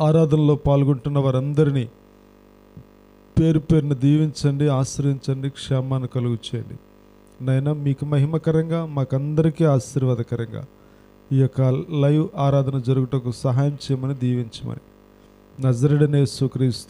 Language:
Telugu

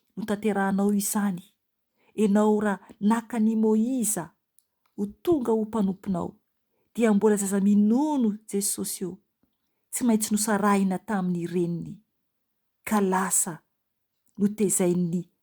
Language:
Malagasy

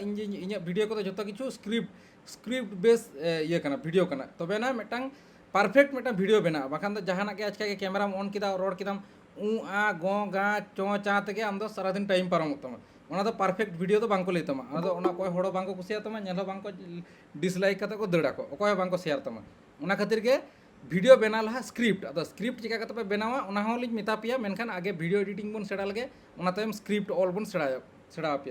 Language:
Santali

